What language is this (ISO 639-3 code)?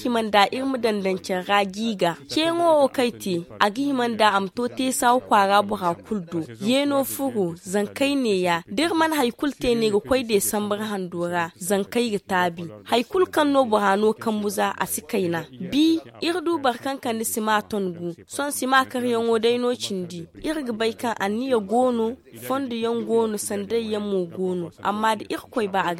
dje